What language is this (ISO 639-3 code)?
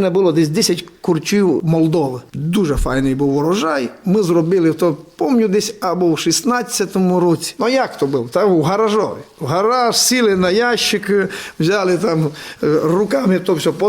rue